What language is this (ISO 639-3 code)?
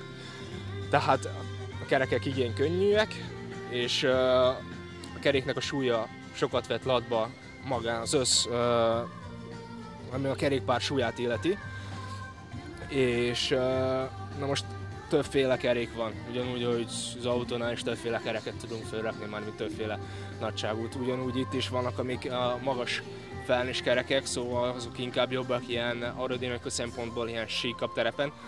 hun